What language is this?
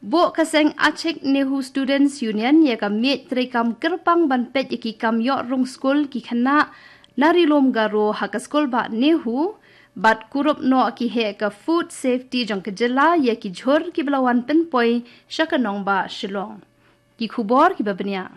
Khasi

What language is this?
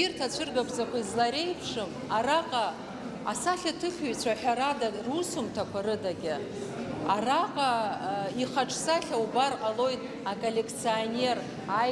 Abkhazian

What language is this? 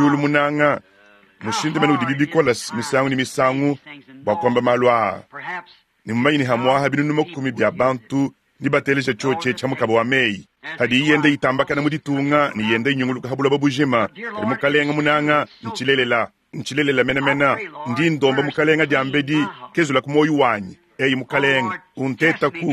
Luba-Lulua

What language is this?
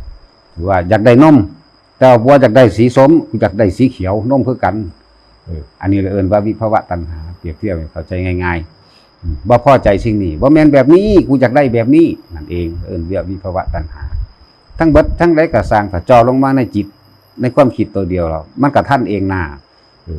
Northeastern Thai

